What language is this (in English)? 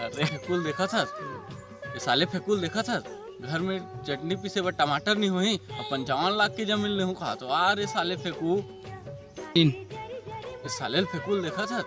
Chhattisgarhi